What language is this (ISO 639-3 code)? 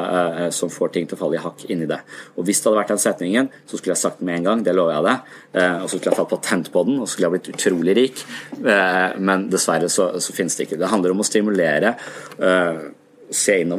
nor